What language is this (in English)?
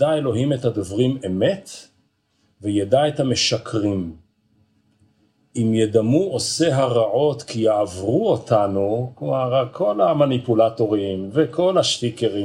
Hebrew